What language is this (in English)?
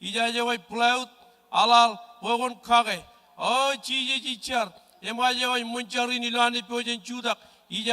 Marshallese